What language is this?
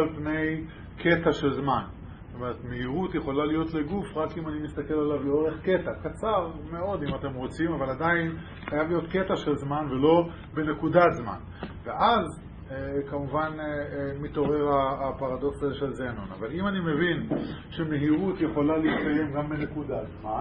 Hebrew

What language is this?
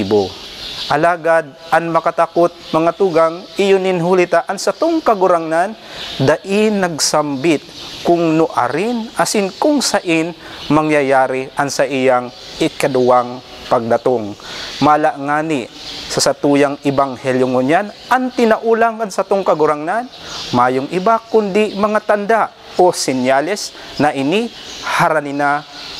Bikol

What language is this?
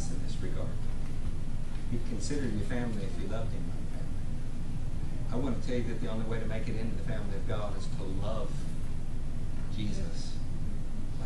English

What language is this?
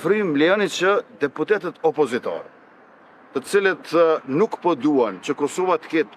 Albanian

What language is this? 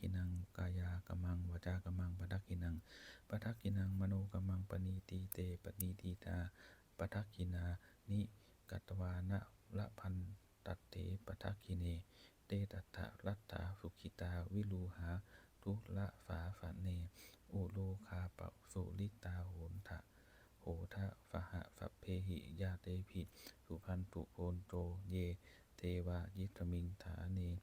Pali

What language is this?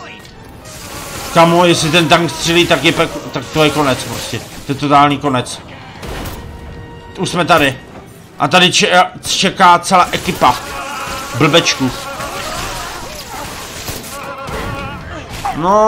Czech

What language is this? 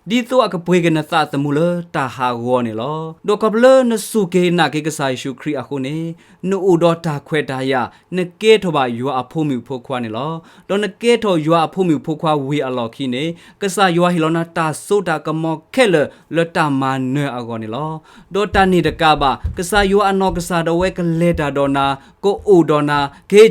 S'gaw Karen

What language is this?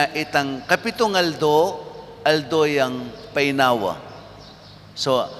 Pampanga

